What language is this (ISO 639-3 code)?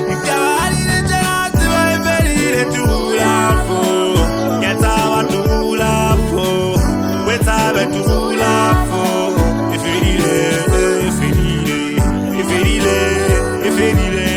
sot